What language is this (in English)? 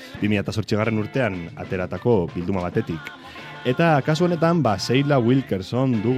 Basque